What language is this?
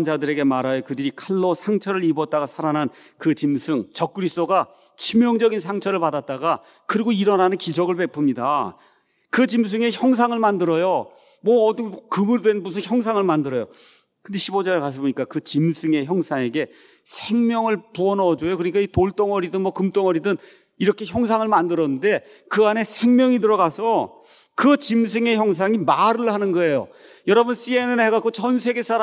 Korean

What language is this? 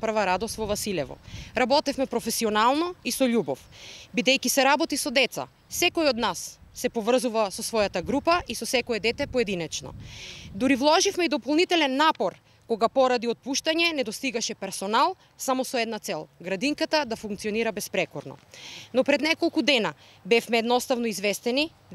Macedonian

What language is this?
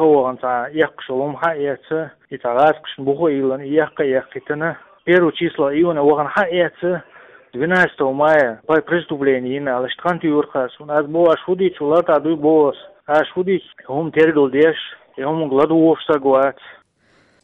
Chechen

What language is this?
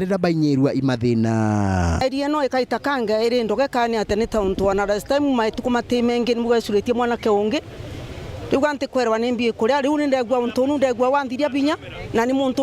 Meru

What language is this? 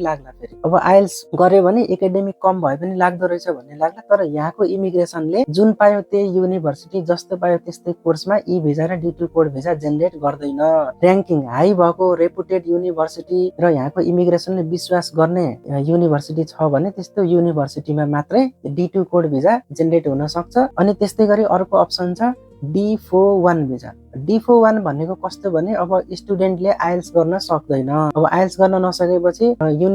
Nepali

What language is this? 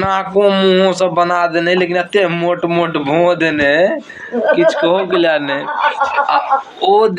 Maithili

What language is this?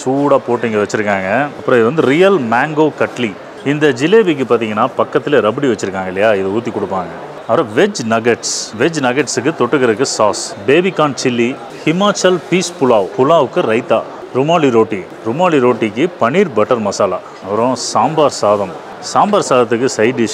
Tamil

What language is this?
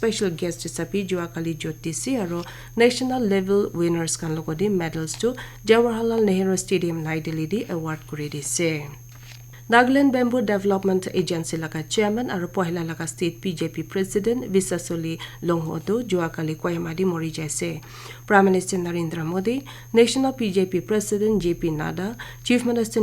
Naga Pidgin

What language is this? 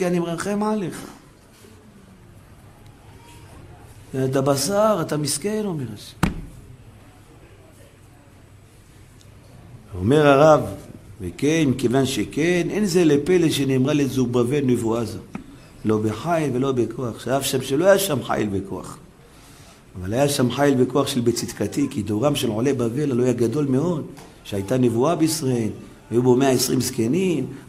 Hebrew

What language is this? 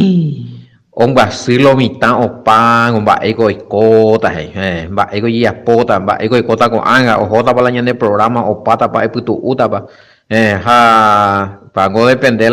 Guarani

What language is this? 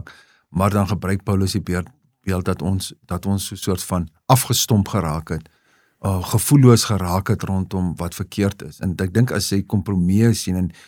Afrikaans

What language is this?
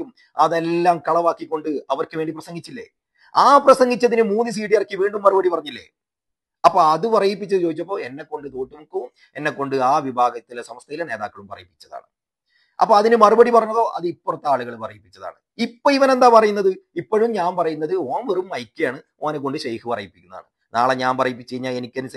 Malayalam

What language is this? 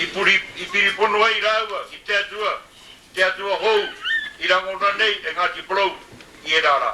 Māori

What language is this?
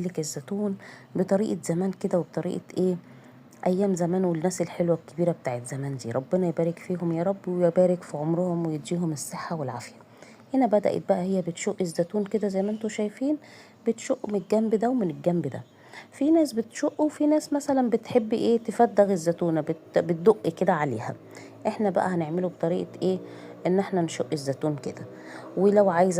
Egyptian Arabic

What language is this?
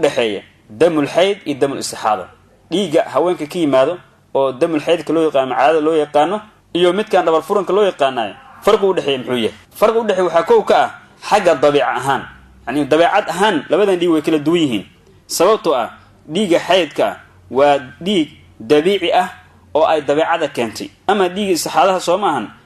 Somali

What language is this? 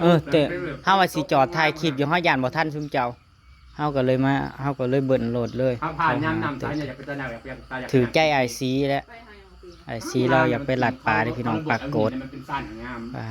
Northeastern Thai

